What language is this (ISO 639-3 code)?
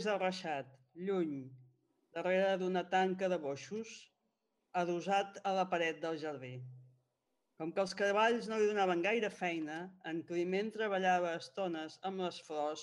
cat